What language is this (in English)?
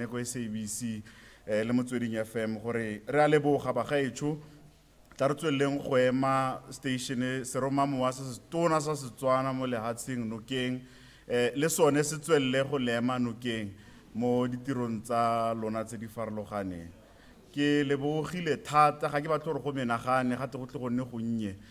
Tswana